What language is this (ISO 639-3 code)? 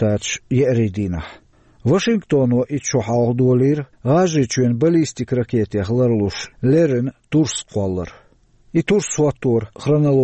che